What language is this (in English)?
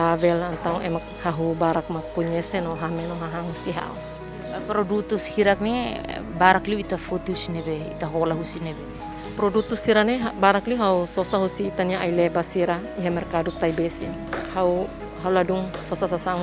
Tetum